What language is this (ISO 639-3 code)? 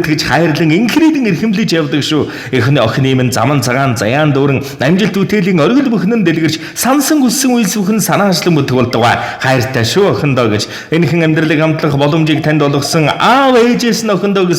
mon